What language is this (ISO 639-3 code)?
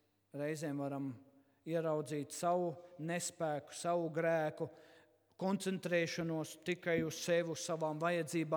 lav